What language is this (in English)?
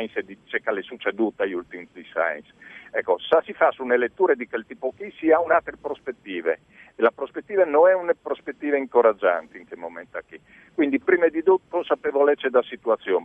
Friulian